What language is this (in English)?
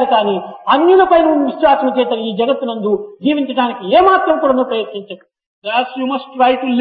Telugu